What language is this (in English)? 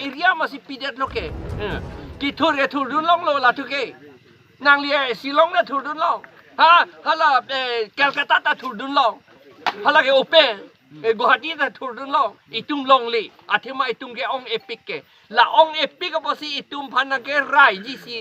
Karbi